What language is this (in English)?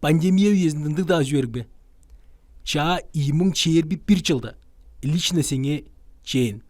Tuvinian